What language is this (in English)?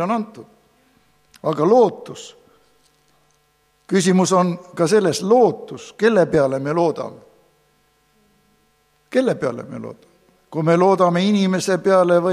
Estonian